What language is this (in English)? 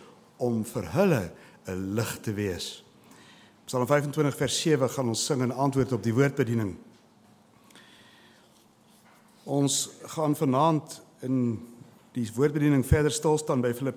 Afrikaans